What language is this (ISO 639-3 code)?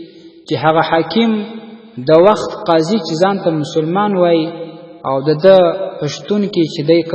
pus